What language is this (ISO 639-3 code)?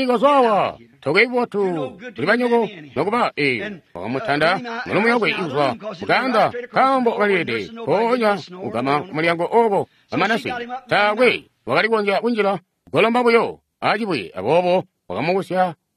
toi